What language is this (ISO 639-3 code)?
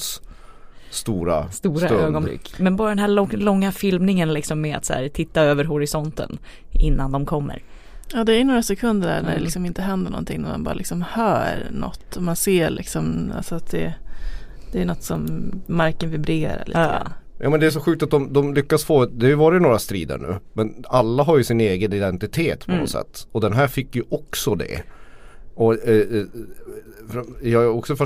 swe